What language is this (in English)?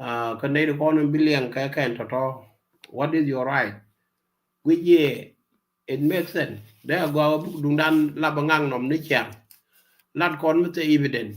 Nuer